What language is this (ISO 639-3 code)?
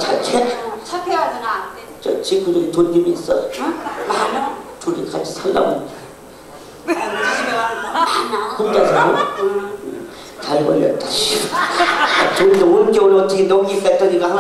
kor